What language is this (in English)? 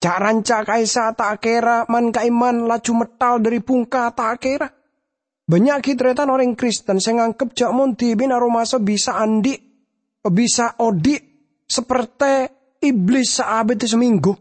Madurese